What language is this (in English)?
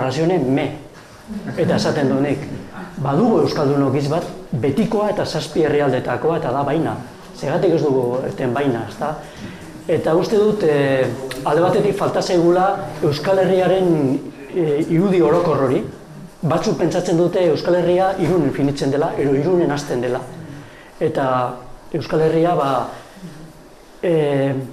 Basque